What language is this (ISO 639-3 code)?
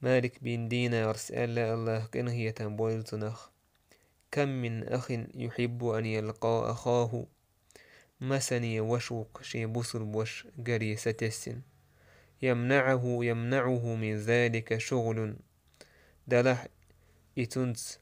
che